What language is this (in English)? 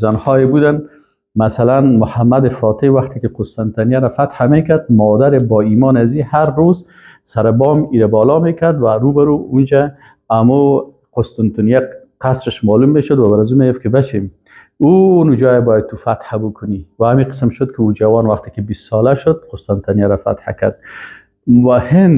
Persian